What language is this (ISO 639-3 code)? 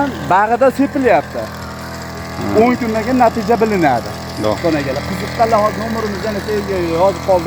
uzb